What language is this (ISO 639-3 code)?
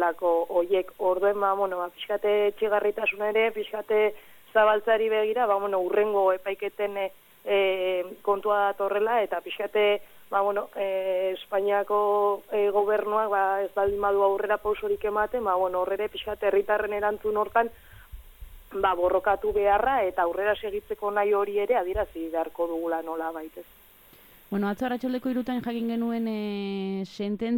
eus